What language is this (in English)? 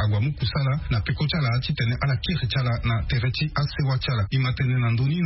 Sango